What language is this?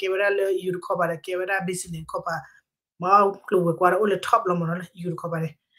S'gaw Karen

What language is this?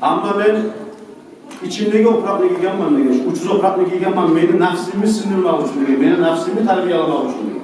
Kumyk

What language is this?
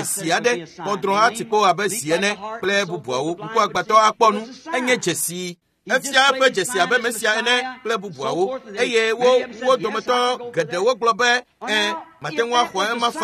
Ewe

